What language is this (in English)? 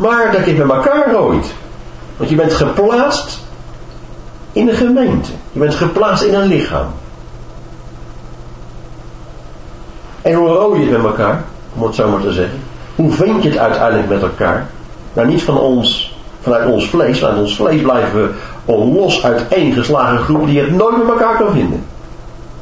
Dutch